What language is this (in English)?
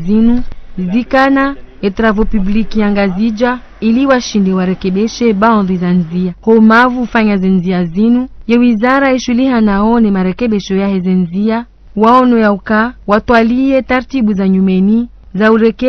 Ngazidja Comorian